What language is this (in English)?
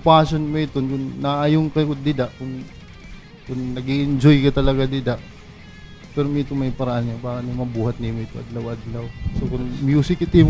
Waray